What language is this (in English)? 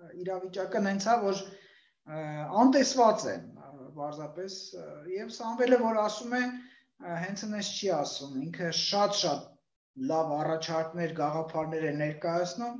Armenian